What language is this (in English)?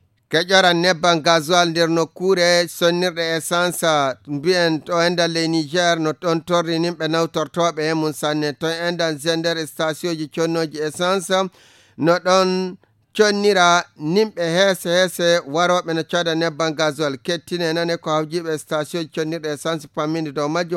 Fula